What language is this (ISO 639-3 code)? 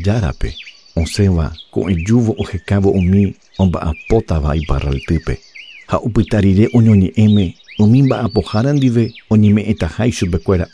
grn